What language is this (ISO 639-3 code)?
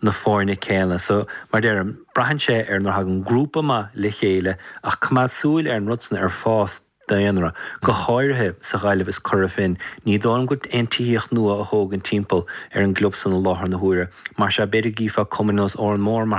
gle